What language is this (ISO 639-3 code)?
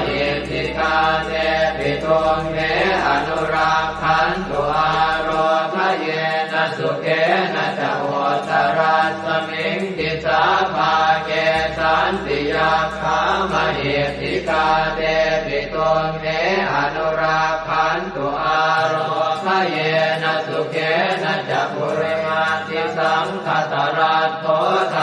pli